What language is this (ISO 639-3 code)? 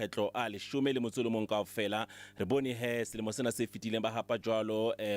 sot